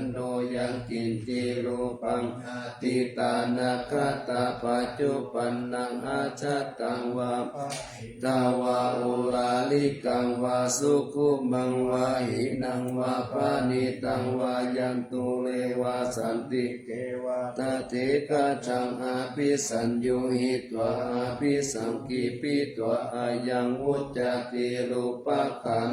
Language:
Pali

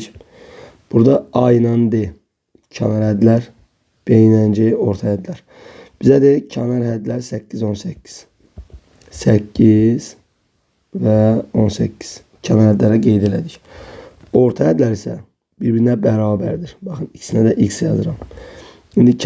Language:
Azerbaijani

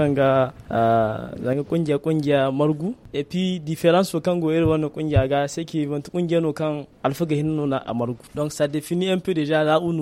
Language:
Hausa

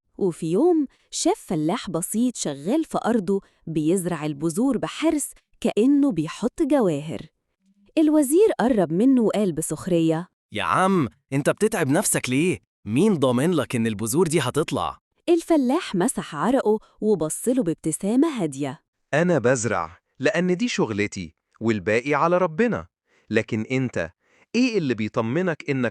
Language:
Egyptian Arabic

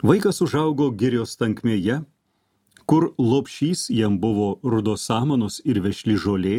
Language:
Lithuanian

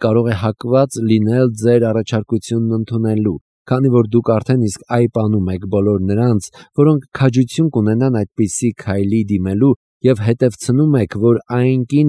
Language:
Armenian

